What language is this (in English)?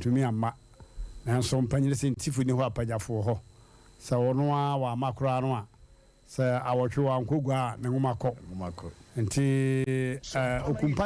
Akan